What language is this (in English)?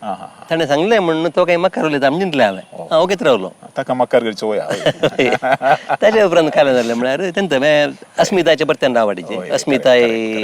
Konkani